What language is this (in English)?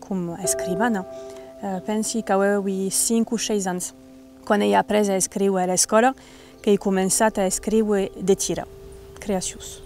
Occitan